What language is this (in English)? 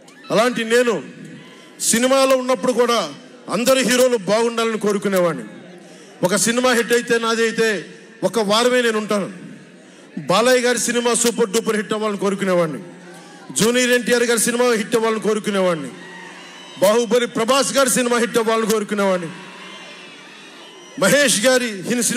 Telugu